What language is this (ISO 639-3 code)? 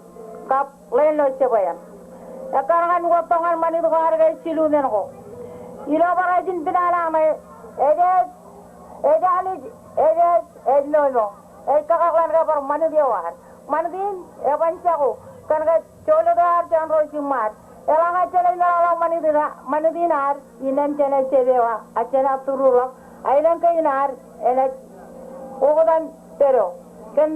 mah